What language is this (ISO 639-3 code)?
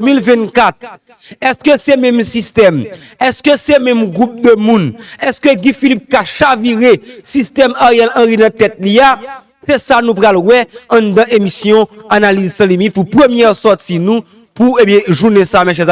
hat